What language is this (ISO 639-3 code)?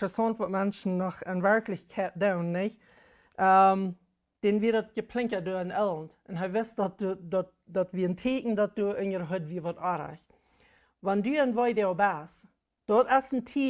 pdt